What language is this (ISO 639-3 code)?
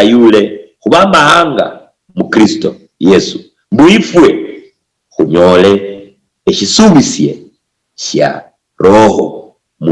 luy